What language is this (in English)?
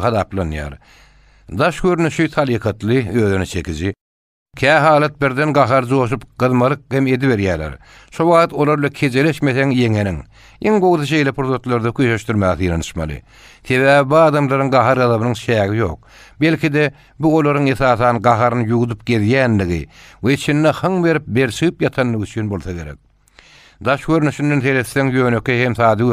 Turkmen